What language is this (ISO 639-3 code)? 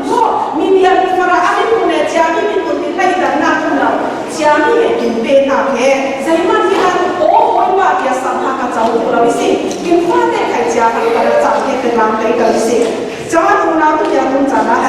cfm